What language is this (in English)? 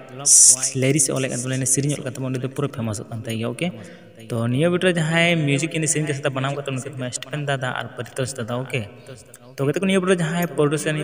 Santali